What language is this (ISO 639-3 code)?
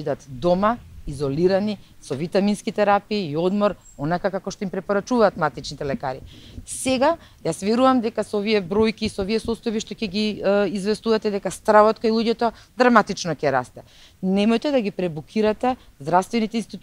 mkd